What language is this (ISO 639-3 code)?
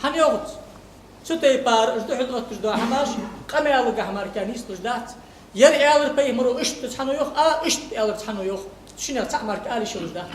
inh